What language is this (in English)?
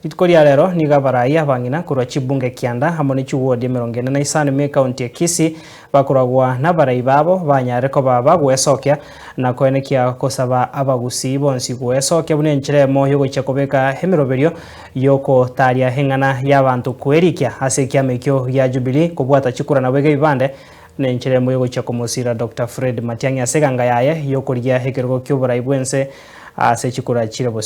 Gusii